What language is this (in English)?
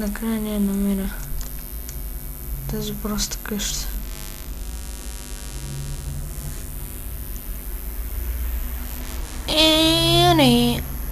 Bulgarian